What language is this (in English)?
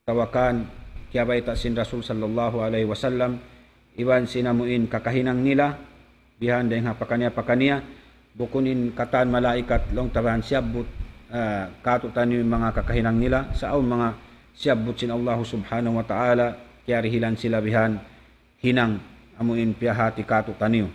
Tausug